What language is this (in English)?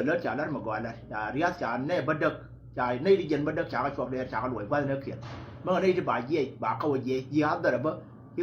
Nuer